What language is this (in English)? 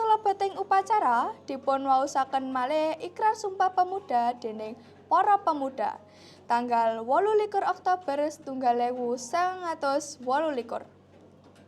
Javanese